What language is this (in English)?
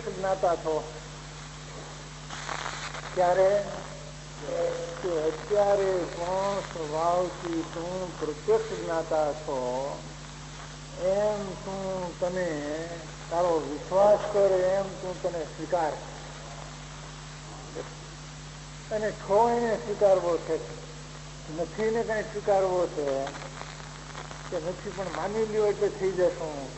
Gujarati